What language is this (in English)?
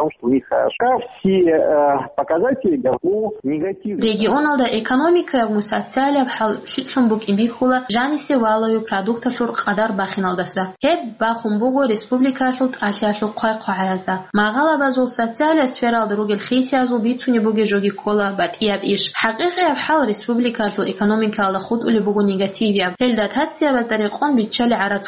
Avaric